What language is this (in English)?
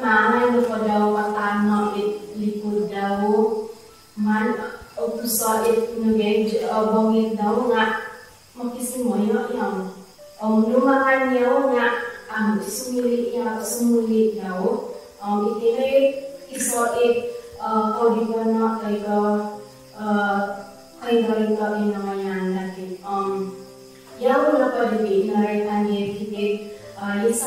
Central Dusun